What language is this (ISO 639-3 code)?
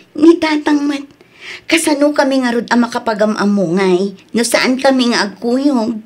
ilo